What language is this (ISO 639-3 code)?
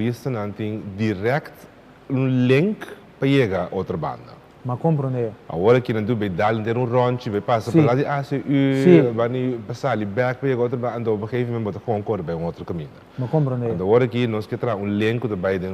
pap